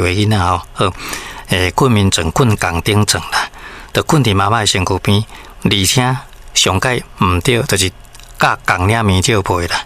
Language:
Min Nan Chinese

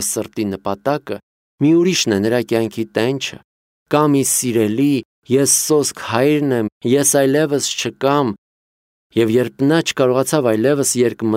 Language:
Armenian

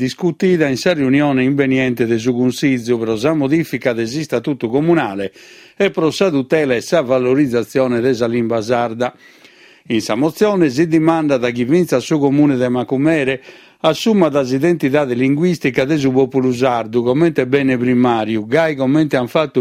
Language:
Sardinian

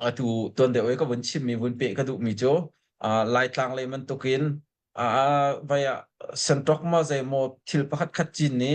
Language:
Hakha Chin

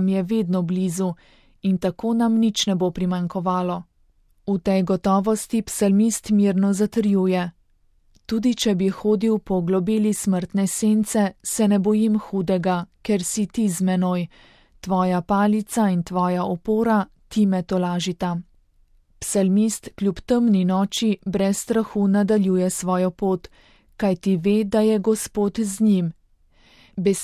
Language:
Slovenian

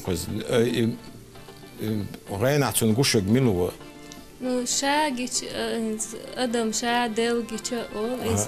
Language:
Chechen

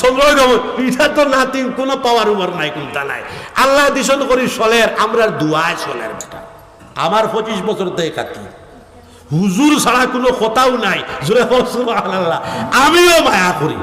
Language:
Sylheti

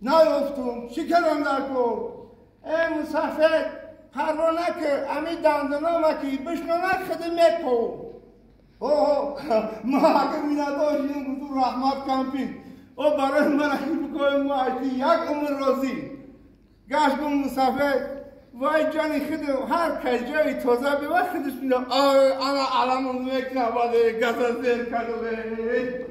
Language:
Tajik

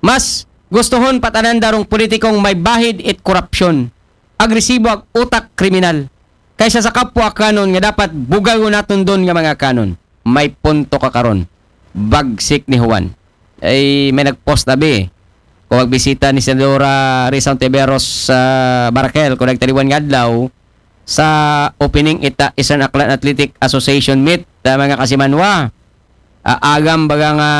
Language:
Aklanon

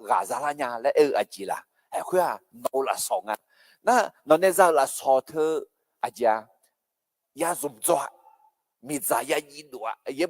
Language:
Akha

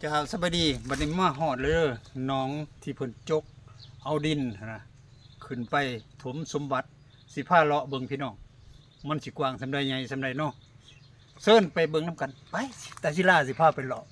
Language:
Lao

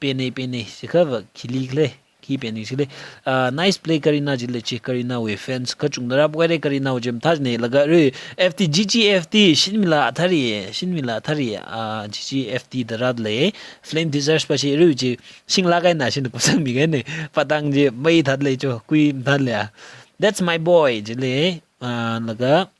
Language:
Tangkhul Naga (India)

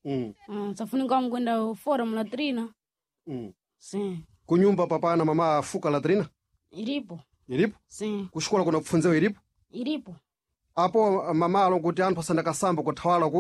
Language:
Sena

